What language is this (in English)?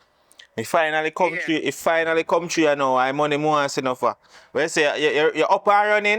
Jamaican Creole English